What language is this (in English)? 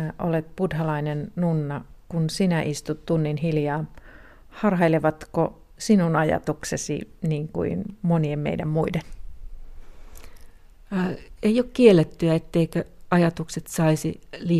Finnish